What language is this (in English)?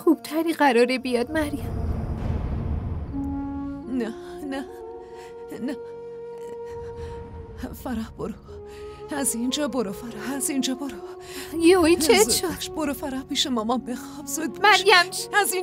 Persian